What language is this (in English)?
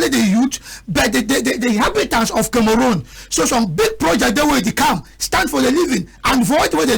Cameroon Pidgin